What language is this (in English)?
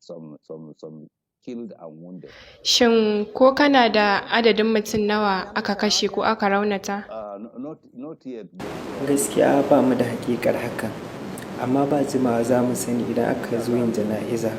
Hausa